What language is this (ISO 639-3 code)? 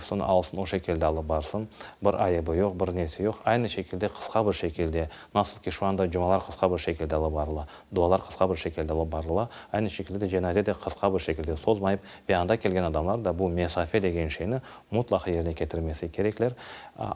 crh